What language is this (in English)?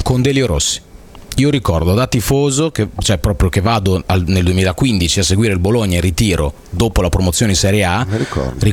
Italian